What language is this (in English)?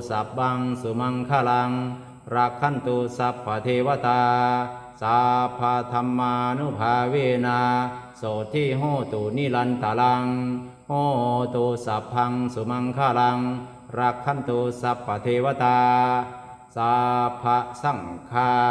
Pali